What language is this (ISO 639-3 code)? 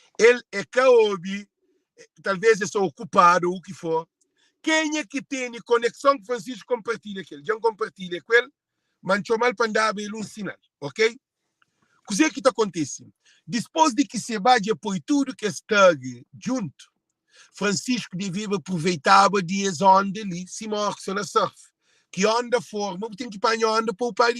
kea